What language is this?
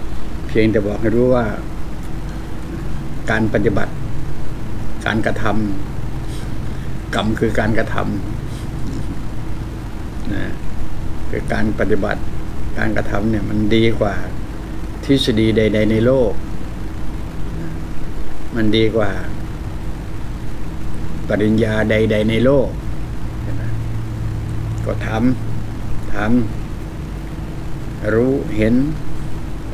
Thai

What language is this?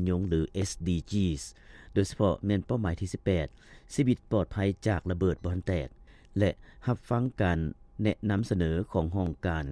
Lao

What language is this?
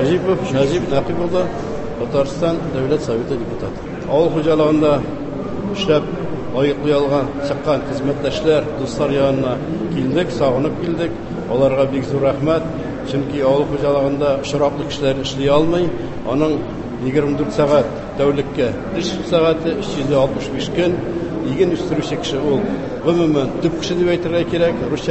Tatar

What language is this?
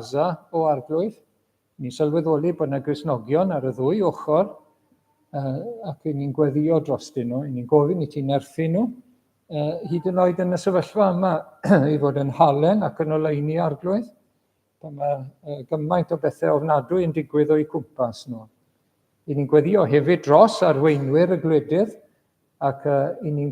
Welsh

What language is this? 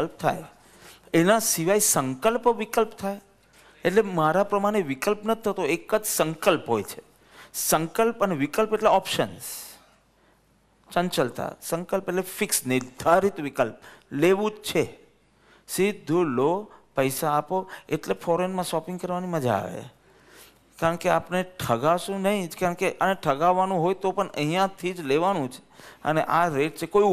Gujarati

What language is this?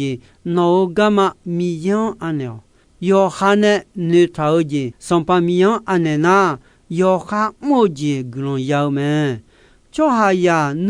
Akha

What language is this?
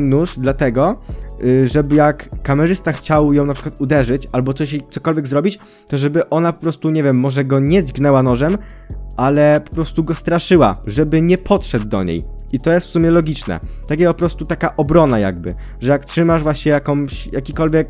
Polish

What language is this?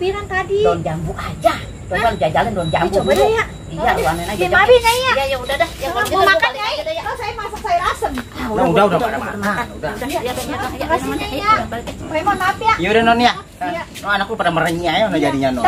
Betawi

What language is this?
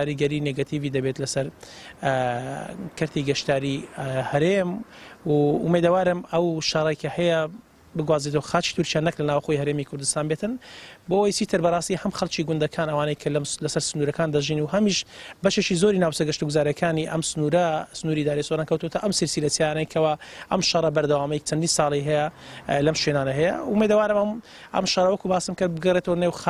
Central Kurdish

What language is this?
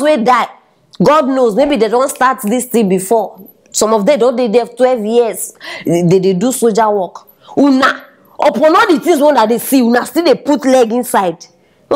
Nigerian Pidgin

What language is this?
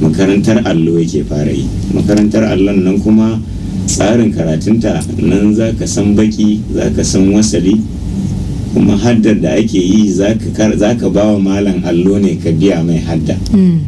Hausa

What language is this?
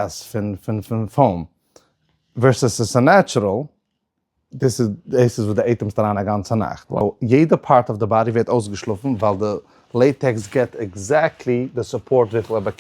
Yiddish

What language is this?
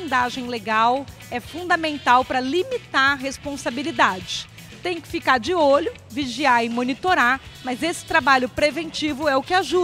Portuguese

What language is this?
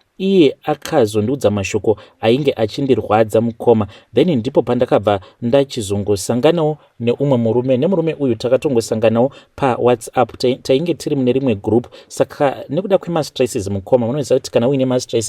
Shona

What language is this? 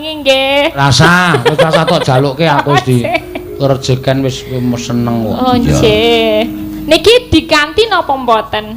Javanese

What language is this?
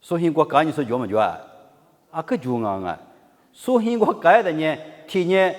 Lisu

